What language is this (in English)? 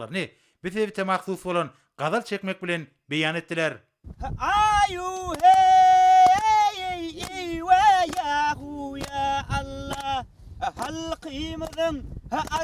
Turkmen